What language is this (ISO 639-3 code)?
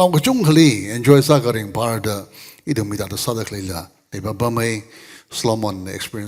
nmf